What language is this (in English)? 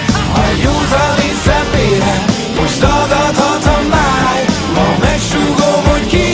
Hungarian